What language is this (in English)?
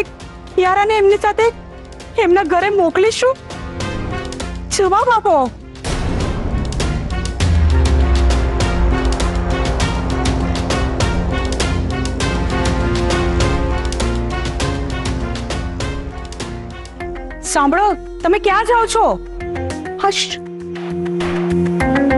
Gujarati